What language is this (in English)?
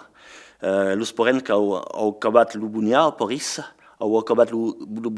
Occitan